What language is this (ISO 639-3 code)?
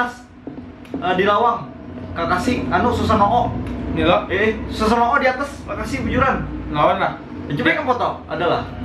bjn